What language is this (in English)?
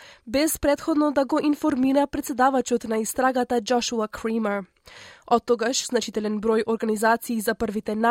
Macedonian